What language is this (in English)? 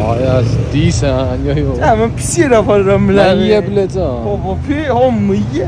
South Azerbaijani